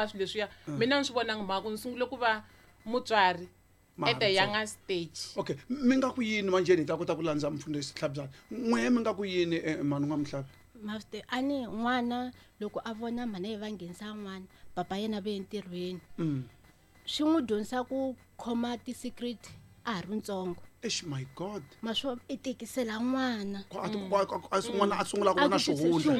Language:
Tsonga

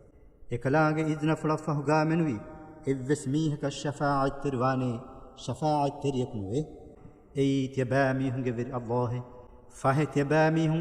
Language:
Divehi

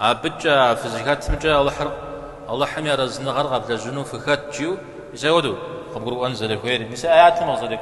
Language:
Kabardian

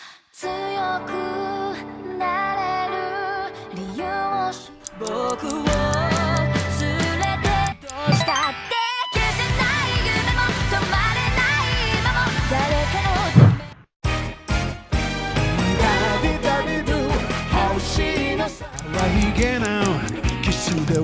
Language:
Japanese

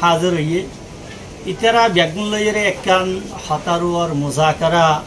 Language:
Rohingya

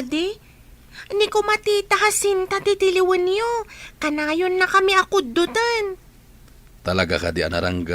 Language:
Iloko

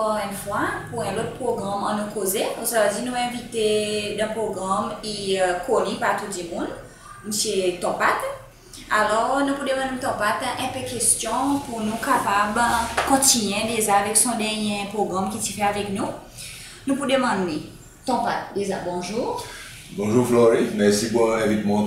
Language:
Seselwa Creole French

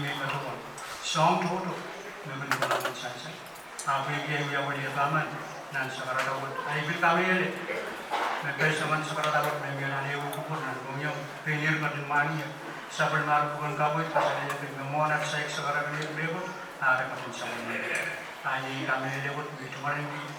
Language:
Pohnpeian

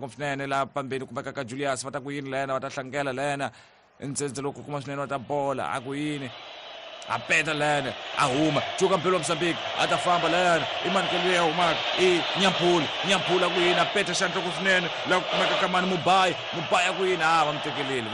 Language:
Tsonga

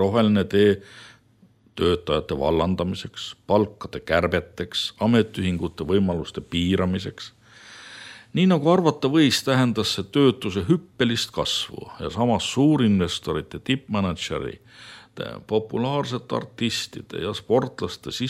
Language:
Estonian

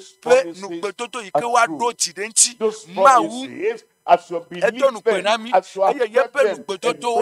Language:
Ewe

